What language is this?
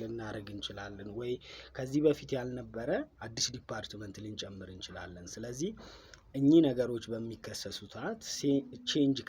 Amharic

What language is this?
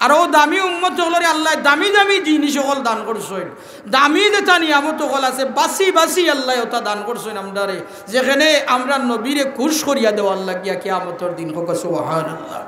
Sylheti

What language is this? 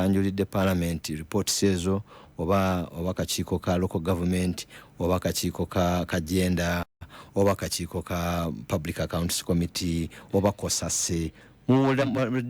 Ganda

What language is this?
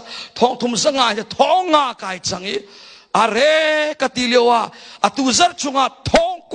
Hakha Chin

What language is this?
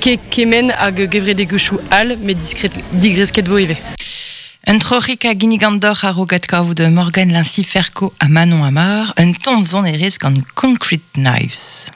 Breton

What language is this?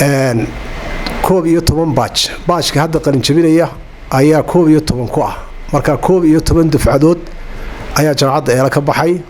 Somali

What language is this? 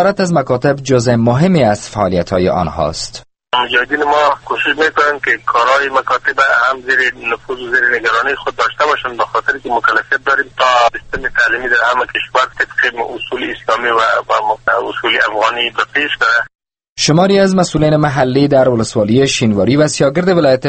Persian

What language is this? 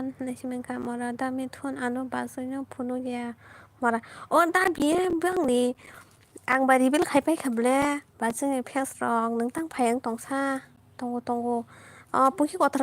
Kok Borok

